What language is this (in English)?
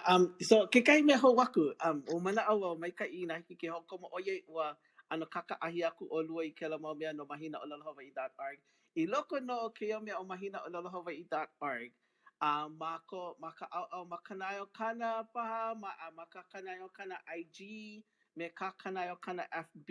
Hawaiian